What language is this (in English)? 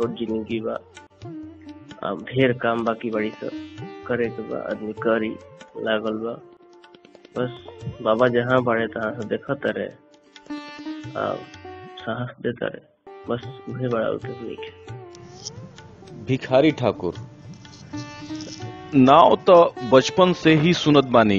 Bhojpuri